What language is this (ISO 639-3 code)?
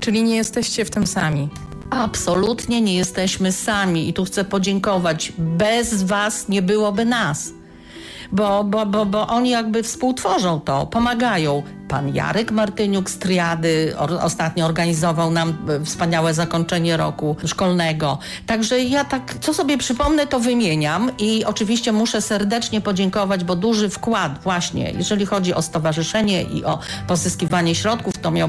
pol